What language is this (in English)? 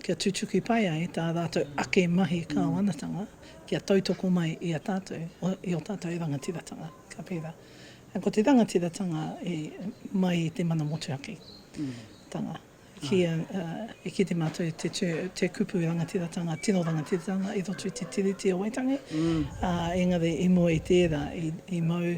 Māori